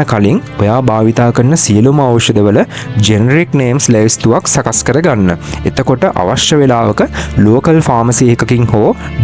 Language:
Sinhala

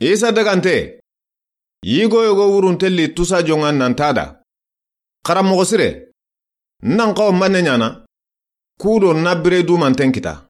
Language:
Soninke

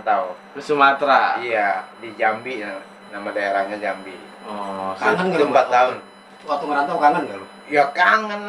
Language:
Betawi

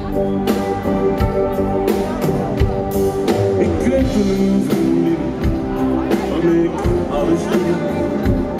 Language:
Dutch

